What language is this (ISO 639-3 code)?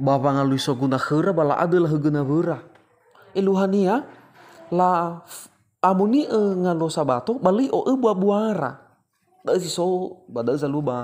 nia